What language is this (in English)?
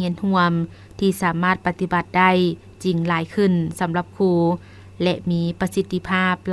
Lao